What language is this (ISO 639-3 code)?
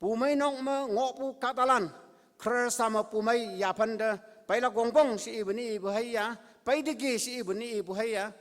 nbe